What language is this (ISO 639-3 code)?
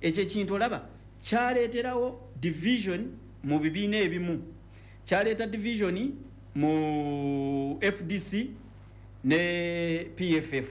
lug